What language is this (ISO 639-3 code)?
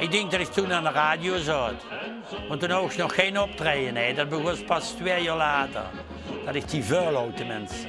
lim